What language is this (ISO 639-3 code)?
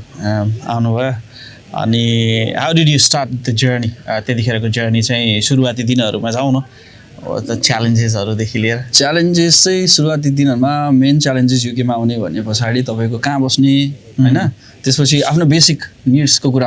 nep